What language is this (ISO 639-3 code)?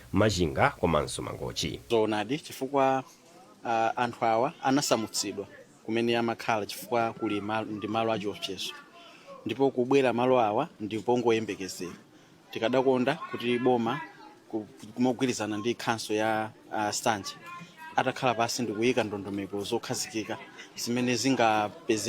nya